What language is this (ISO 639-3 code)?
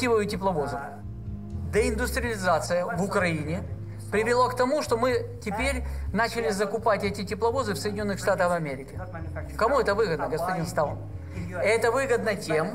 rus